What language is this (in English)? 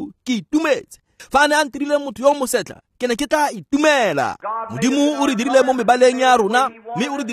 Tswana